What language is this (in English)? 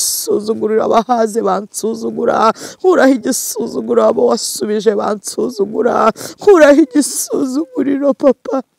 Kinyarwanda